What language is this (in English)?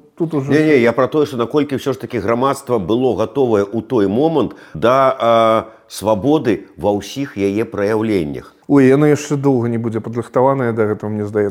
Belarusian